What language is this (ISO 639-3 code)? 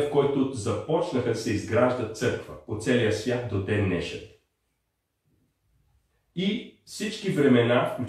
bul